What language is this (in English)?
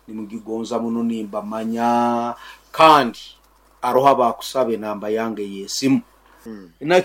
Nyoro